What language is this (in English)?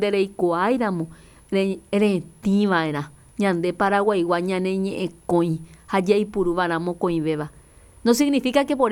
Guarani